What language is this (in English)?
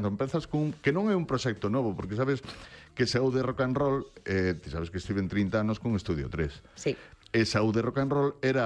Galician